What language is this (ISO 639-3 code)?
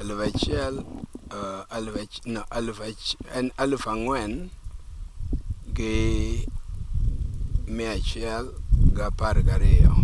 luo